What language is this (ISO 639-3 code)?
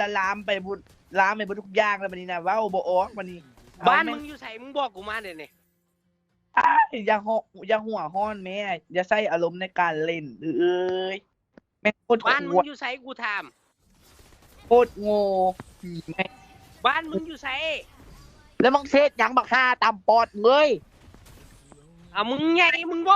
lao